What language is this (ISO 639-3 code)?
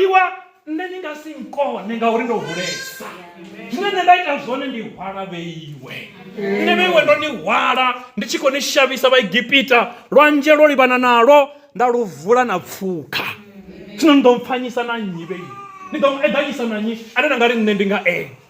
ven